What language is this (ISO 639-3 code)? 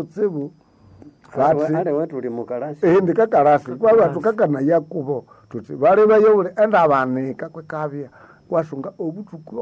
nnb